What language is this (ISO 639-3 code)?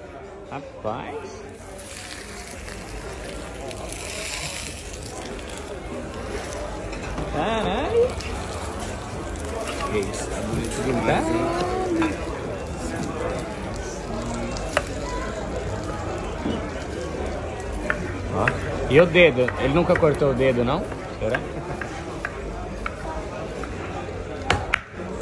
por